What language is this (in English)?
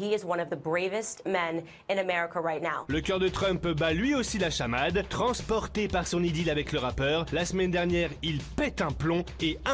French